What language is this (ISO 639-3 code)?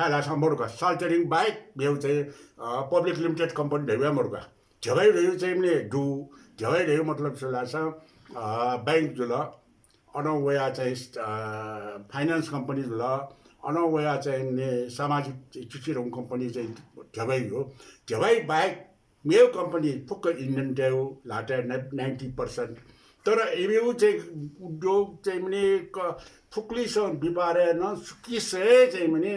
new